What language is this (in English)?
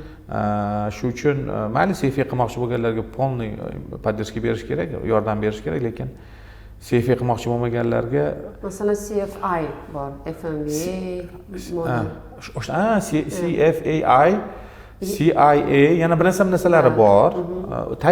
Uzbek